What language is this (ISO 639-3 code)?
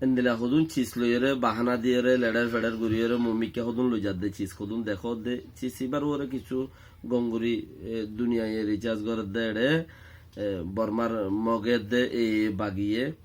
rhg